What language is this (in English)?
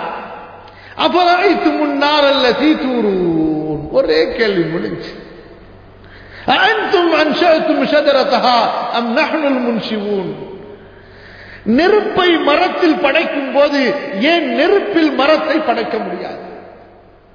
Tamil